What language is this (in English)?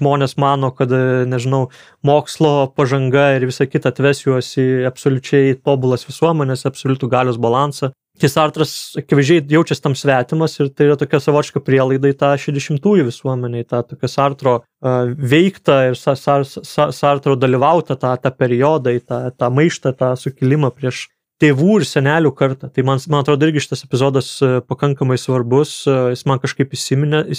Lithuanian